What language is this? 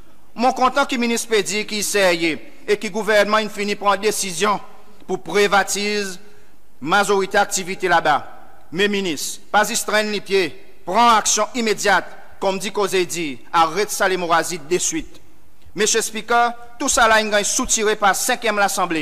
Seselwa Creole French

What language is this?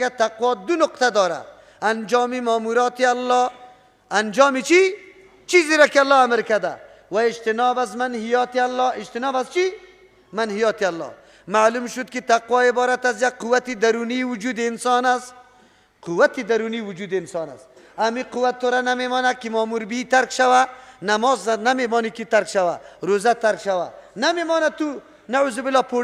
Persian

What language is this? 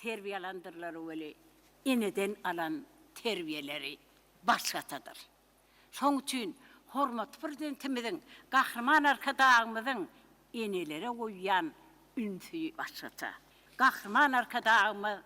Turkmen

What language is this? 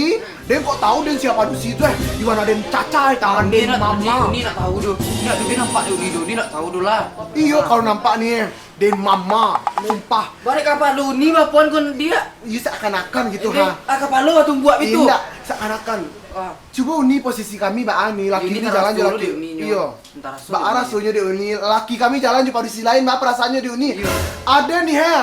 Minangkabau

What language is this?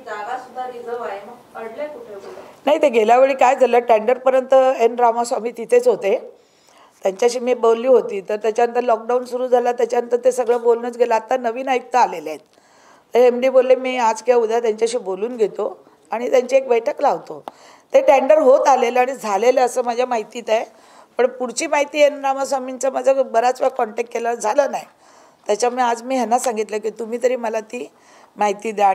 Marathi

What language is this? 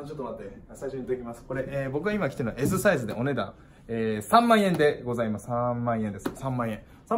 Japanese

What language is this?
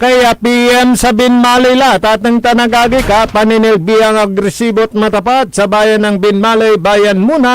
Pangasinan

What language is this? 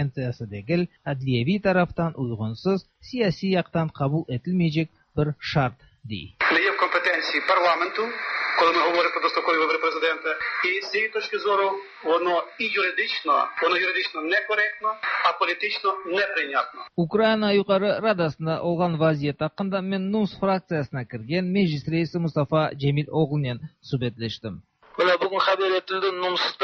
Tatar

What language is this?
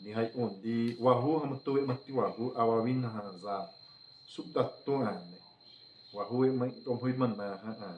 Xavánte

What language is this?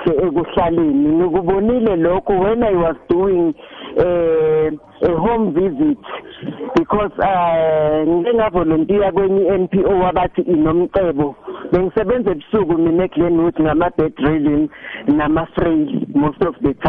South Ndebele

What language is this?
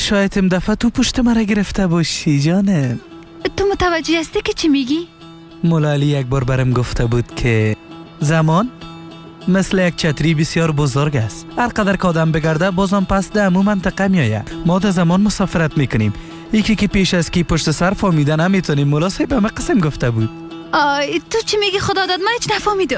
Persian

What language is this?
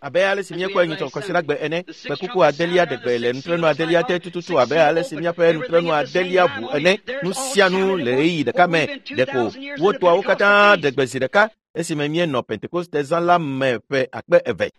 Ewe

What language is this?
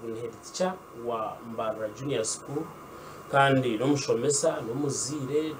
Nyankole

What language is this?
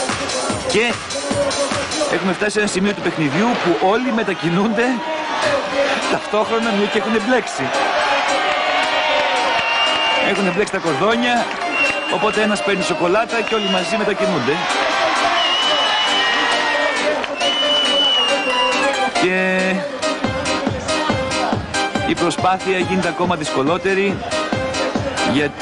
Greek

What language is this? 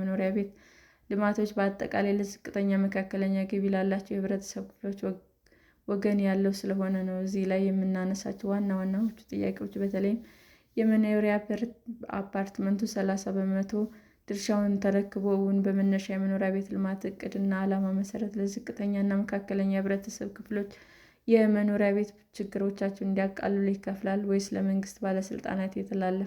Amharic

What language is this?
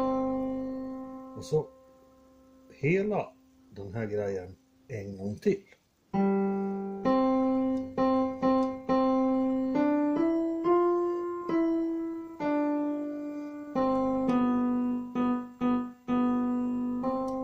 Swedish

